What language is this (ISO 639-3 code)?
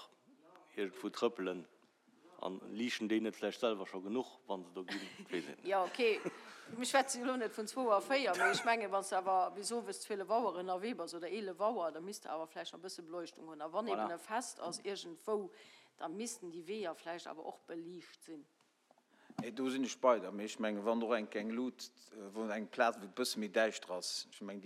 ltz